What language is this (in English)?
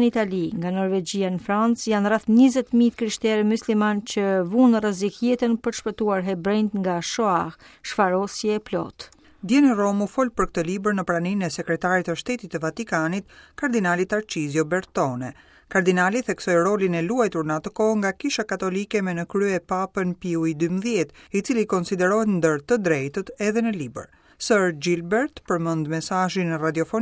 Albanian